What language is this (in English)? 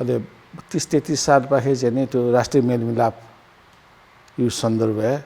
Newari